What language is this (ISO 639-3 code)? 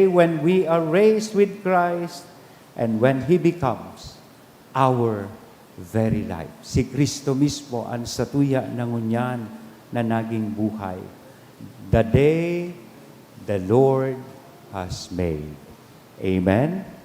bik